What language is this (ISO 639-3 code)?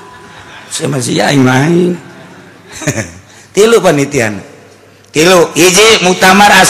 sun